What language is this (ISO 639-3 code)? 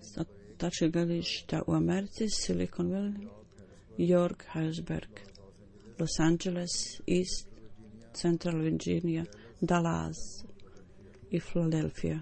bos